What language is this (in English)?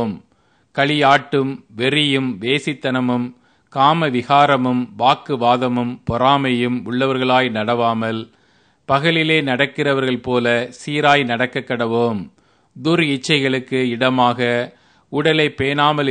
Tamil